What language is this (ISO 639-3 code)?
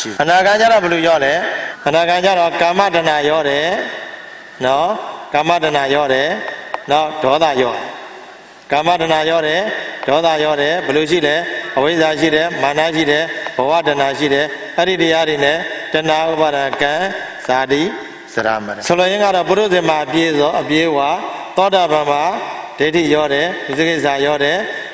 mya